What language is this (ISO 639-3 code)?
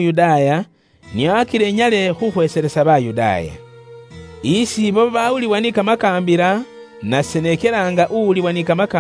luy